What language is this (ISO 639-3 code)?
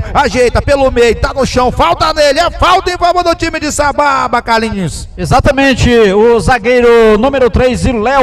por